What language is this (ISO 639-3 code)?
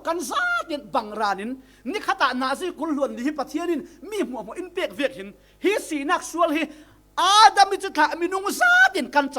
cfm